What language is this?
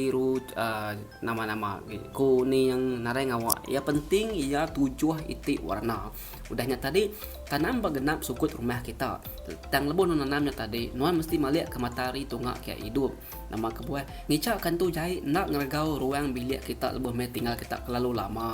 Iban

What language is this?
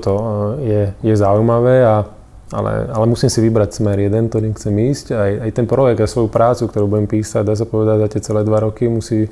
Slovak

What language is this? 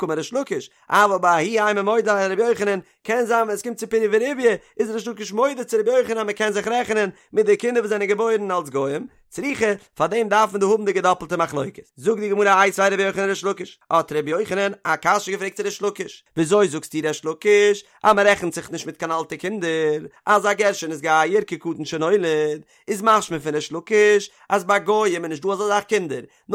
Yiddish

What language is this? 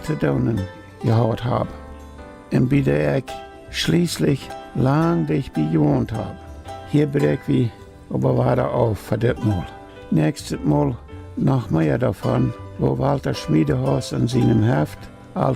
Plautdietsch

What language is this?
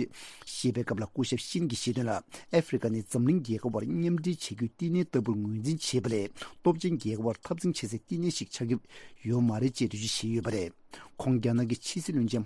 Tibetan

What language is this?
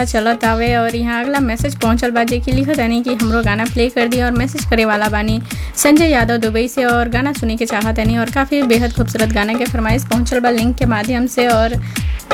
Bhojpuri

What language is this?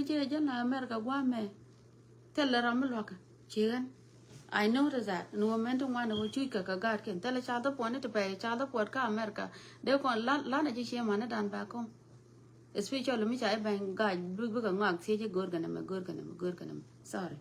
Nuer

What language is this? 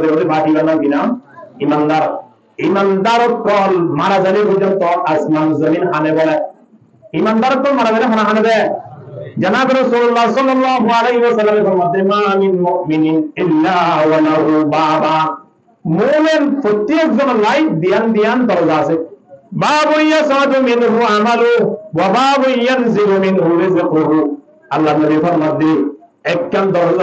Rohingya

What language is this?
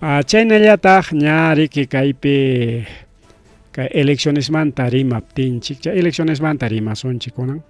Ayacucho Quechua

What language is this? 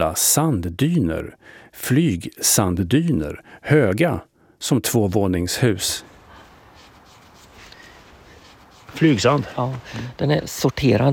Swedish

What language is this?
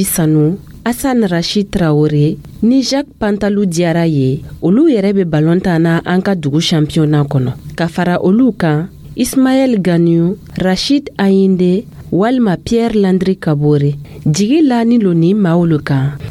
Dyula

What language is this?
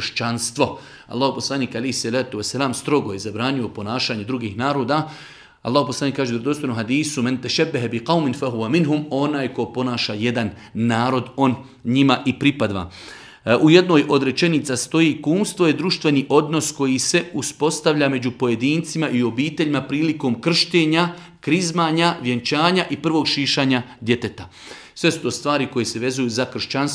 Bosnian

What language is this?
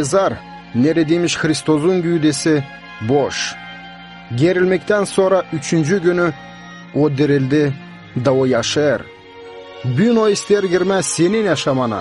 Gagauz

